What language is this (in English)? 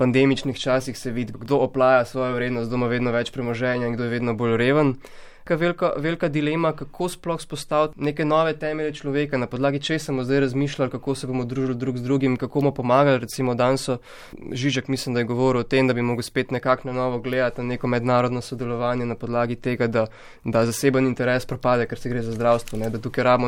Slovenian